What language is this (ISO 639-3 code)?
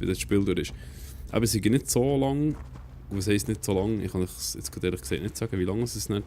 gsw